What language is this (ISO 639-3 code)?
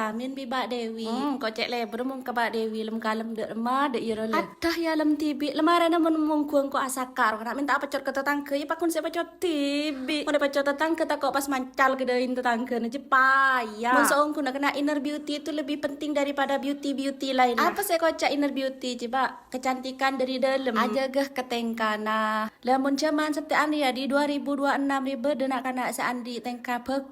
mad